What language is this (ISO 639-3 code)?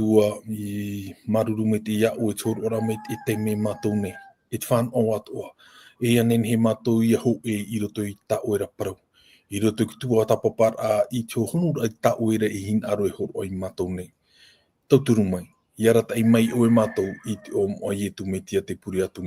tah